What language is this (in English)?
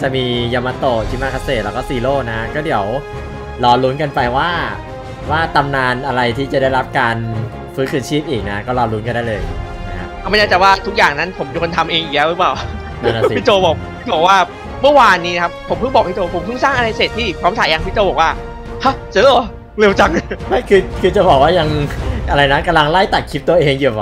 Thai